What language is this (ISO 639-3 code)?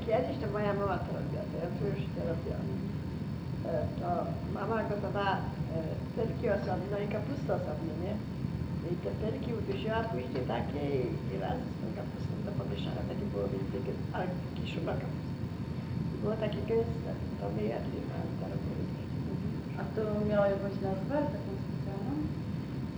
pol